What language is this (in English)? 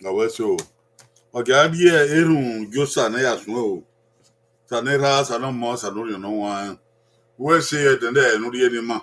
Bini